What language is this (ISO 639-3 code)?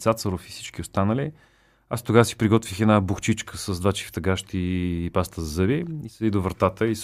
bul